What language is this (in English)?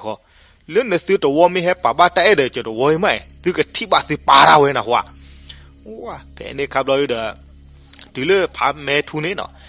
S'gaw Karen